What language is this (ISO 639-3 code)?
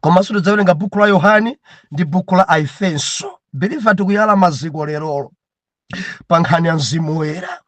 nya